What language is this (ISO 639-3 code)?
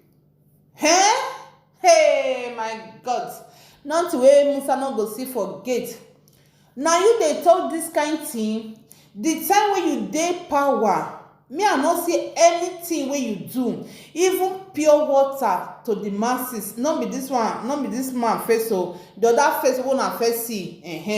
pcm